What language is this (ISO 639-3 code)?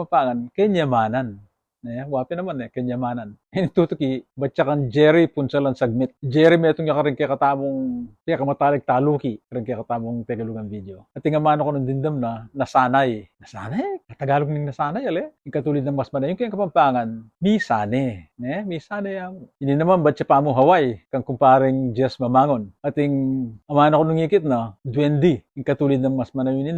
pam